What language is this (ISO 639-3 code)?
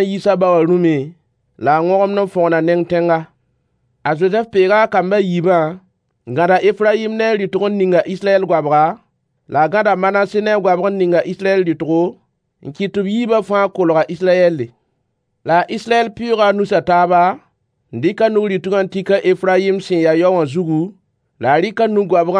mos